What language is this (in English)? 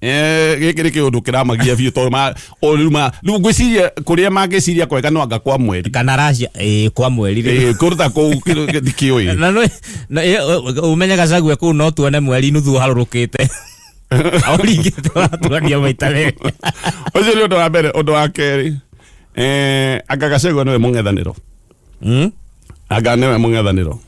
Kikuyu